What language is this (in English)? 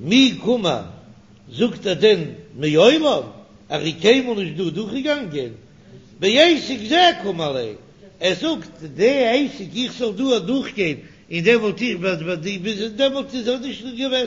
Yiddish